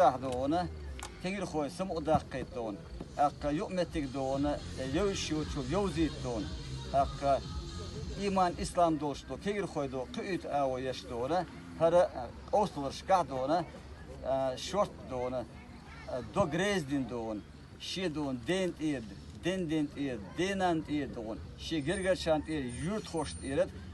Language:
Chechen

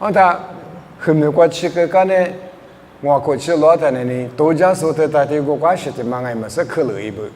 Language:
Lisu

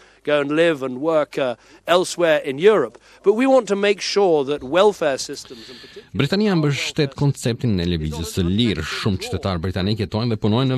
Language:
Albanian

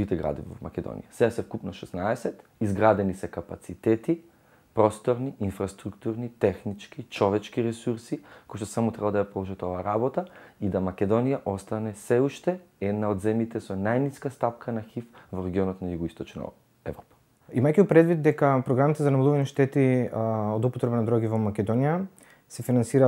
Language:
Macedonian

